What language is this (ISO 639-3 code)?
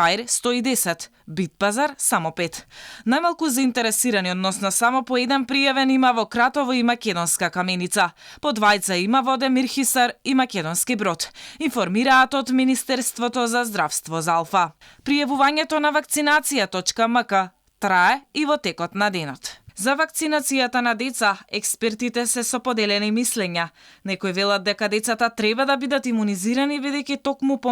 mkd